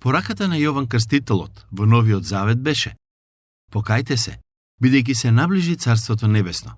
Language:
Macedonian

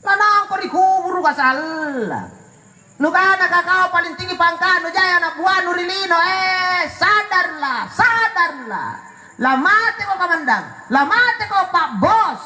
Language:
Makasar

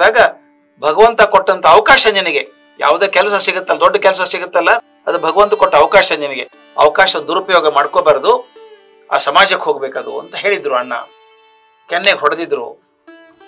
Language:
Kannada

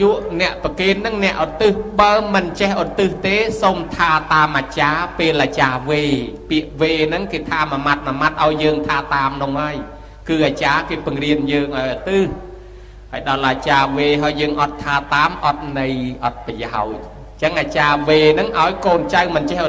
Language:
Khmer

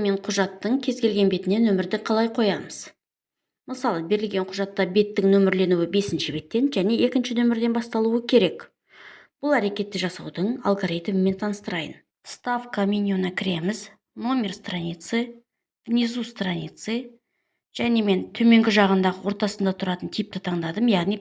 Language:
Kazakh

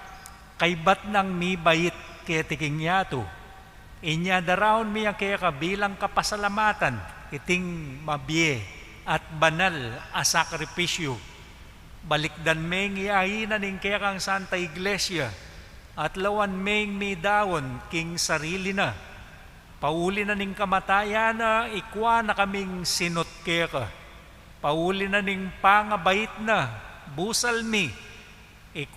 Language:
Pampanga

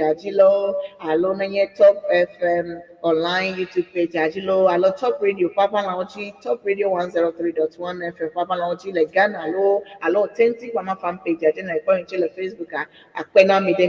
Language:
Ewe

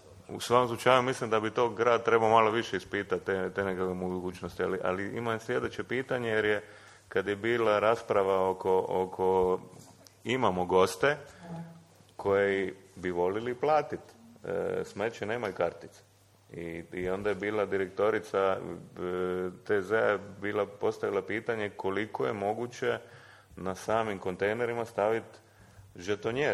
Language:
Croatian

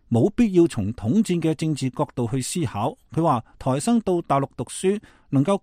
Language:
Cantonese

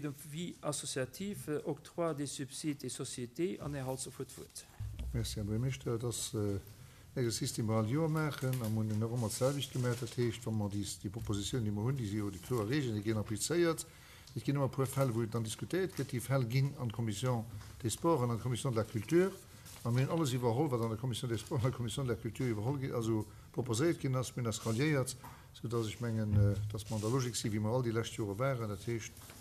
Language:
Luxembourgish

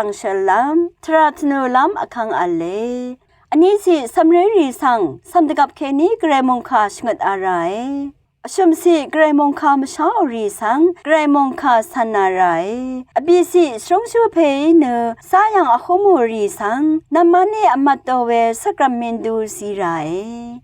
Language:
Rawang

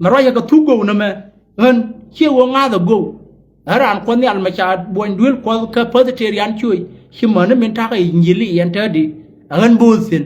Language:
Nuer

